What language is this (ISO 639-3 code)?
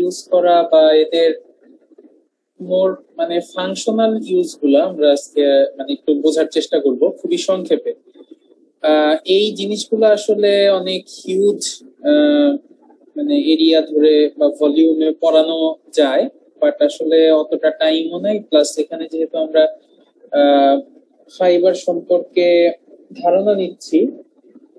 ben